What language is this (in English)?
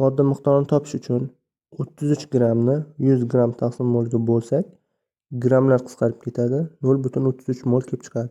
Uzbek